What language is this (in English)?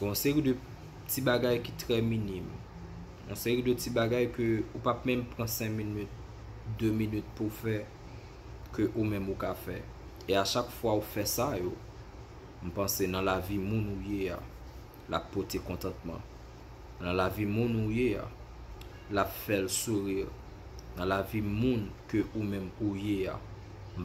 Haitian Creole